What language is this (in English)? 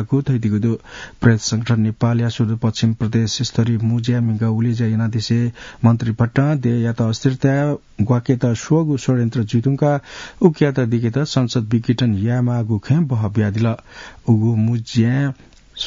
Newari